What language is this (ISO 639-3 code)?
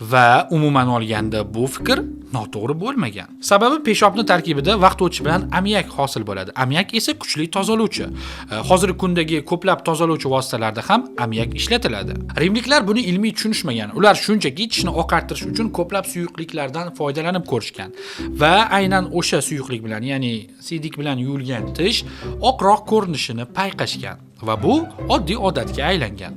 uzb